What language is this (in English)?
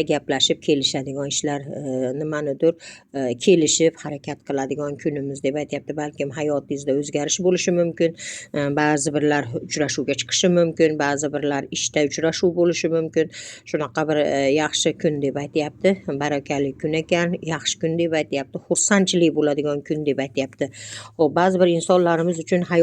Uzbek